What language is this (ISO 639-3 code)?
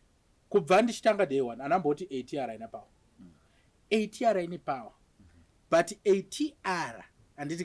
sna